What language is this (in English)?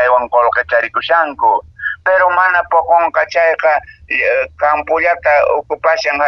Quechua